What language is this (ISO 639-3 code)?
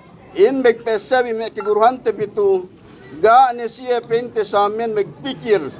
yka